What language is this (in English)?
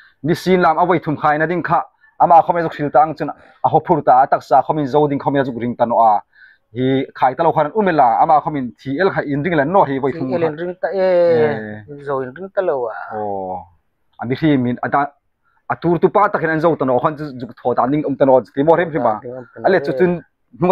Hmar